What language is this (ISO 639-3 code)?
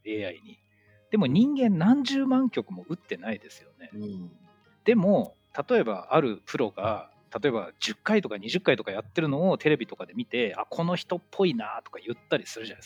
jpn